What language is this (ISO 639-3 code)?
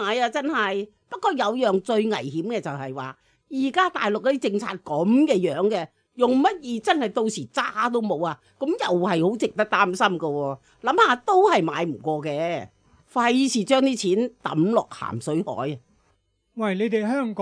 yue